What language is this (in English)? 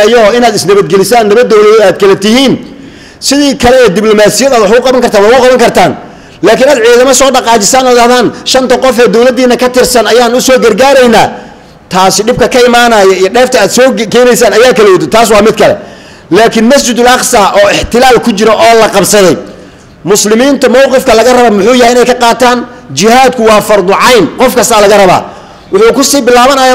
Somali